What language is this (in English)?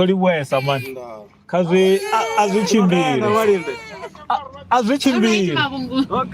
Venda